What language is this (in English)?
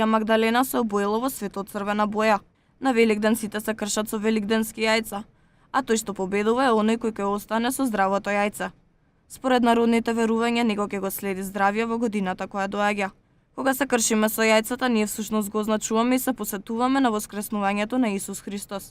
Macedonian